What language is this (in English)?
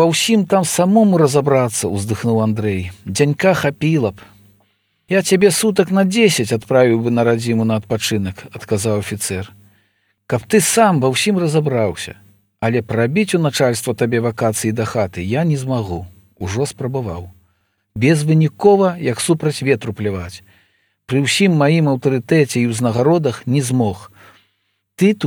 Belarusian